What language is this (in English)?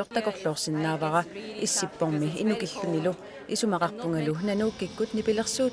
Kalaallisut